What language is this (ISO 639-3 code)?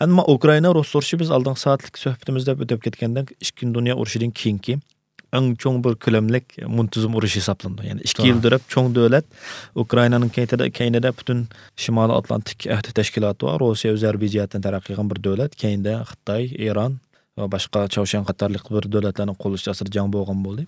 uig